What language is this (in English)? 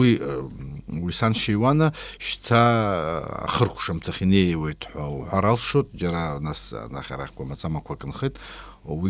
Abkhazian